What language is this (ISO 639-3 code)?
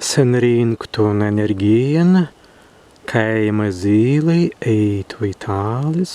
prg